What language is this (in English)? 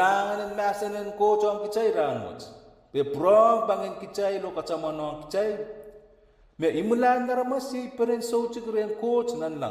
Pohnpeian